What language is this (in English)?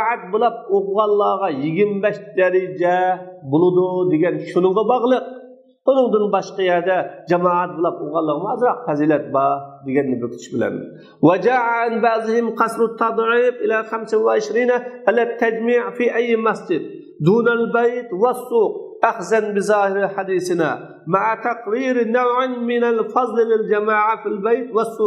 Uyghur